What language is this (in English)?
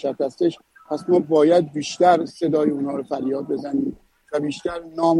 Persian